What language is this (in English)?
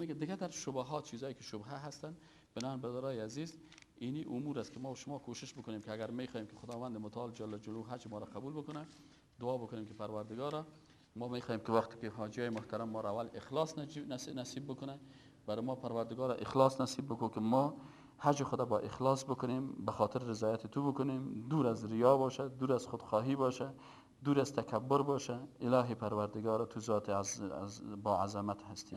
Persian